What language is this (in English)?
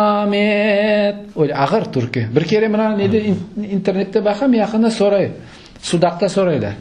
Crimean Tatar